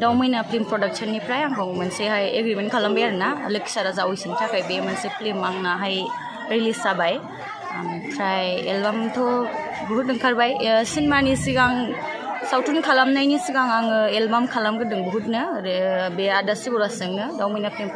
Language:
Bodo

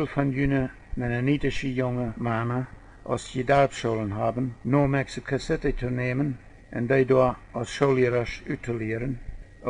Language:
Plautdietsch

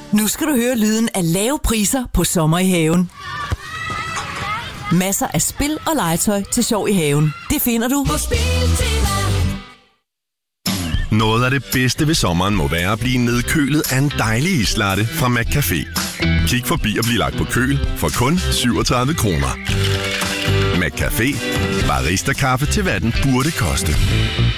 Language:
Danish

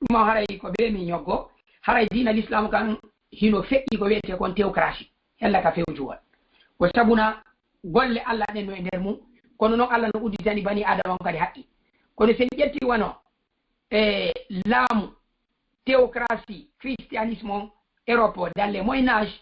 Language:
Fula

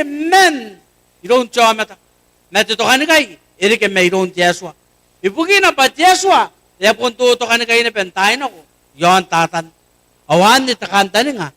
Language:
Gilbertese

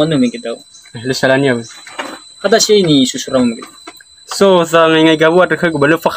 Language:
Nias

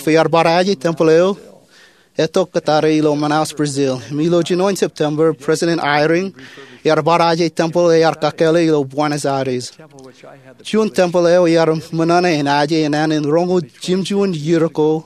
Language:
Marshallese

